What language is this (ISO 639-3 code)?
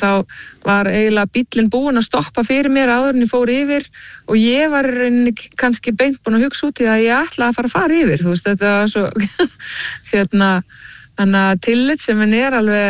isl